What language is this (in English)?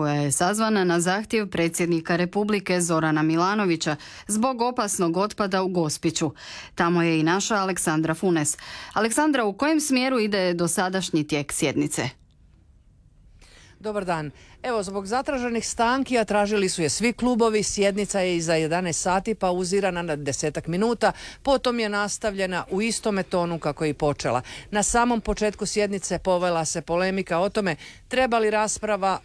Croatian